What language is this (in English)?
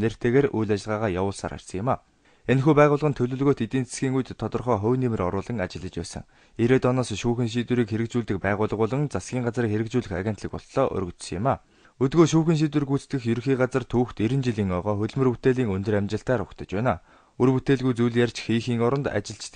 Mongolian